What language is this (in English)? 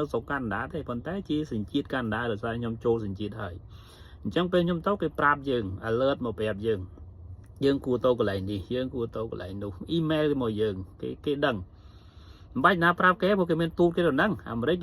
Khmer